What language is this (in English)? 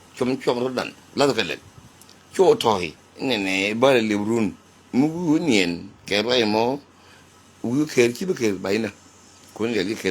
Nuer